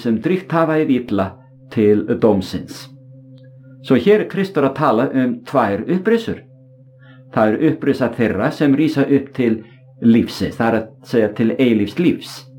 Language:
Icelandic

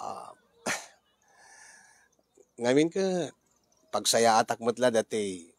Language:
Iloko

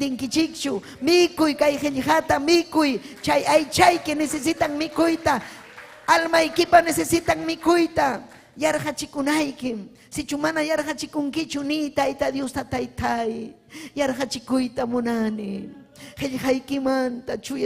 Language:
Ayacucho Quechua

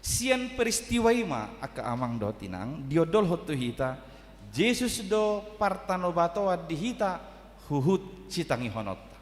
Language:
Batak Toba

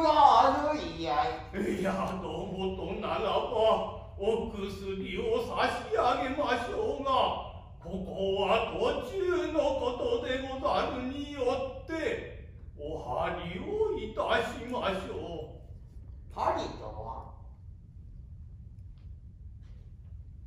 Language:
Japanese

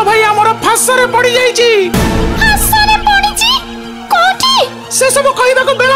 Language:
Odia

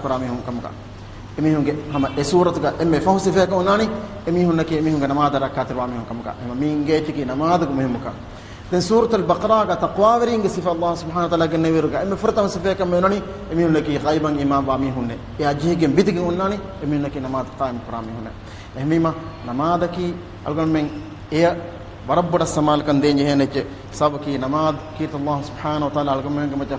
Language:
Divehi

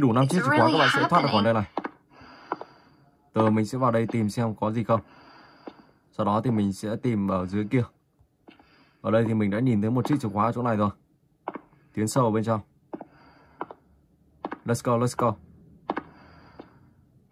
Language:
Vietnamese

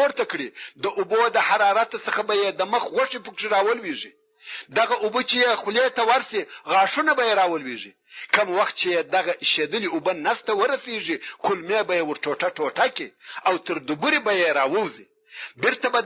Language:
Pashto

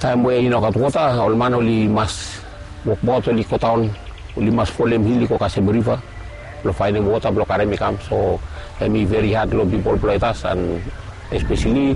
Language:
Bislama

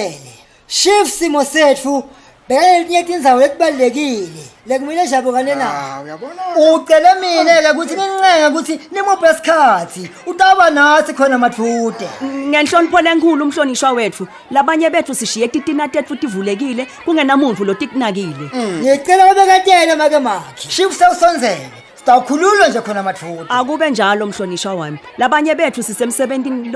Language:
Swati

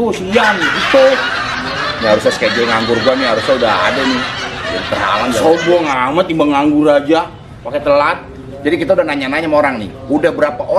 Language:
Betawi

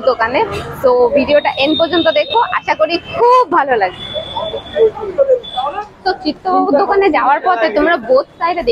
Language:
Bangla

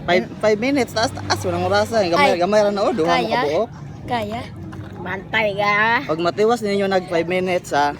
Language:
Cebuano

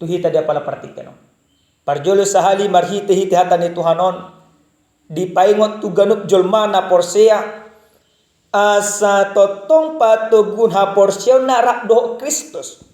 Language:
Batak Toba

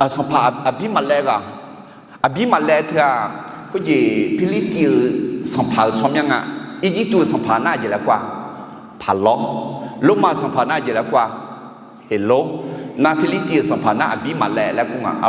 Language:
Akha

